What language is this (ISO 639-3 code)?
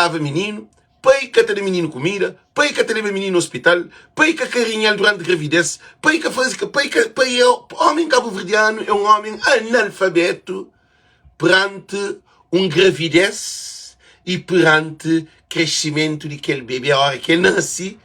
kea